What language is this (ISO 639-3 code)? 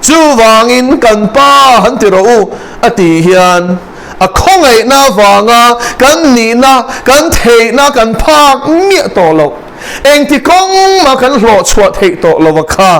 lus